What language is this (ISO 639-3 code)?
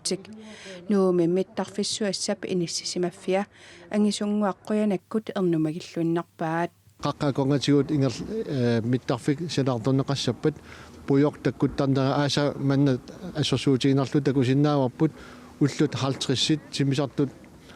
kal